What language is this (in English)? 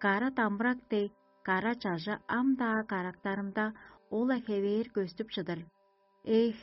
Tuvinian